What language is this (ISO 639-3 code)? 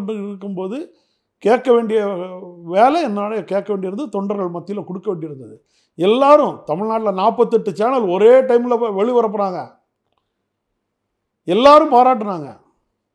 tam